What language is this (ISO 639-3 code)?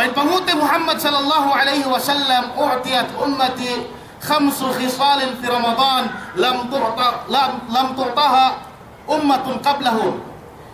yka